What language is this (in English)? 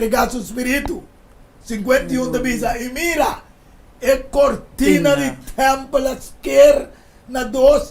Papiamento